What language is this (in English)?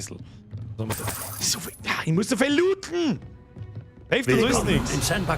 Bavarian